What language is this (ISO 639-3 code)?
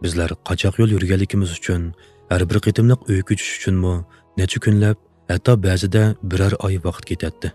uig